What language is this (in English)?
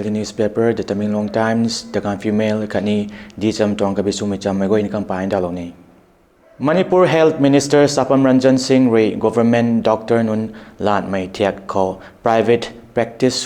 Rongmei Naga